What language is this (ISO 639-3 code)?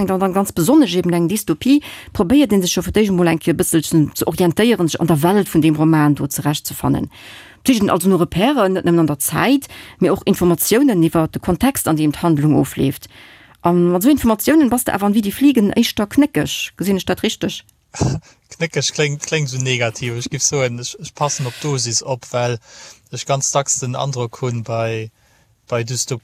ltz